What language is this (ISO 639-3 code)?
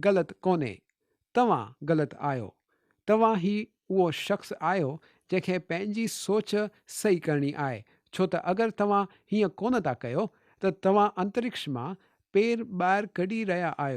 snd